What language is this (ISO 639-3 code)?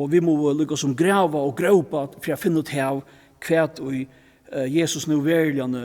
fao